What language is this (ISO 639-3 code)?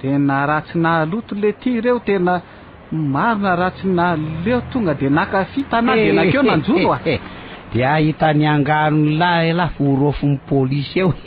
mlg